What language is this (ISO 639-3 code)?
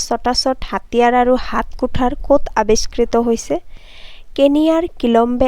asm